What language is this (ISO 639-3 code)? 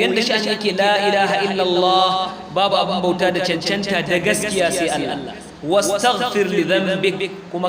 hau